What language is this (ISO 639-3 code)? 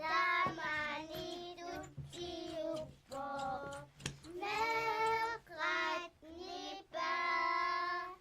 kal